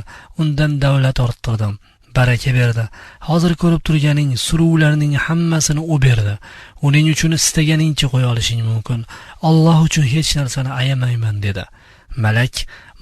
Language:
Uzbek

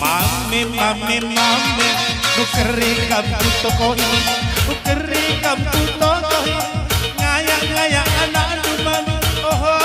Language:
Batak Karo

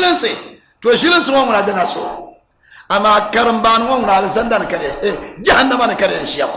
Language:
Dagbani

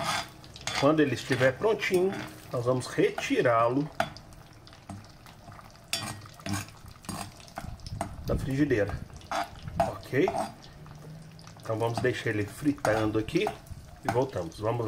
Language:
Portuguese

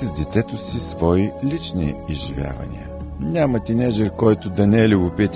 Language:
Bulgarian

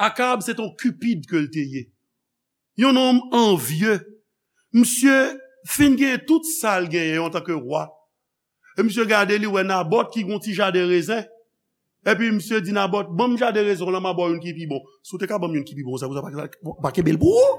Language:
Haitian Creole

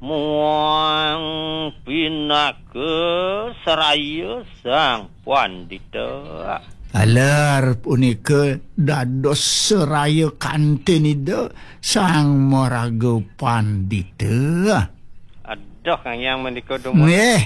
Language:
Balinese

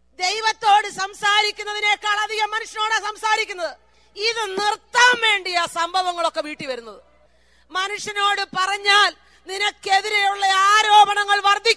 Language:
Malayalam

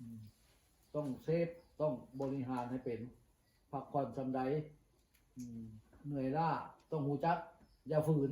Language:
Northeastern Thai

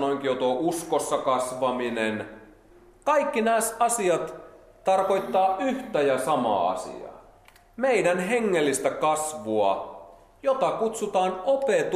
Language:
Finnish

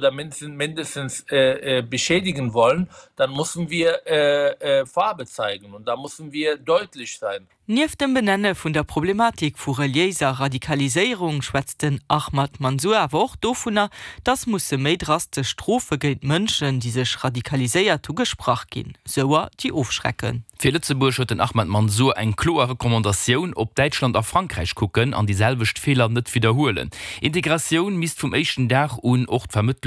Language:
Luxembourgish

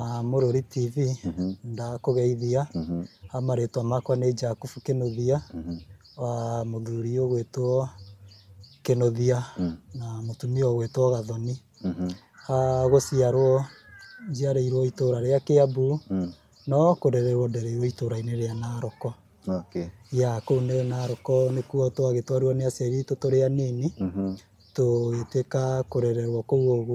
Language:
Kikuyu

